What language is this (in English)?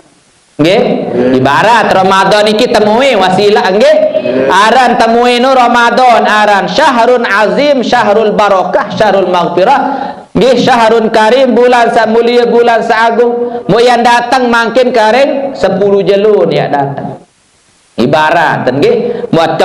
Sasak